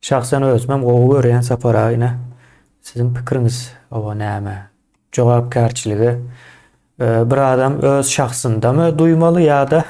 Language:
Turkmen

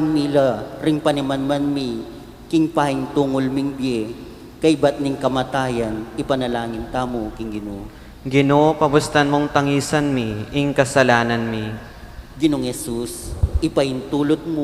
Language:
Pampanga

